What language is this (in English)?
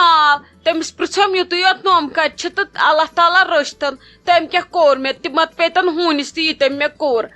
Kashmiri